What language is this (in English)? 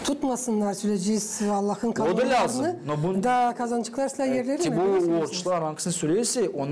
Gagauz